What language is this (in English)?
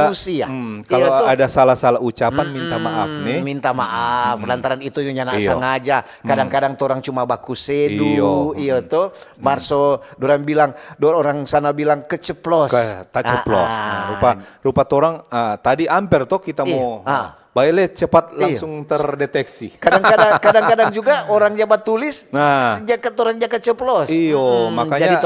Manado Malay